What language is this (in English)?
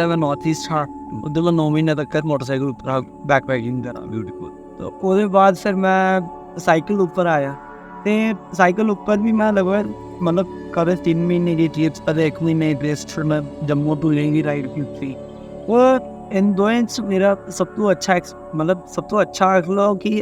Dogri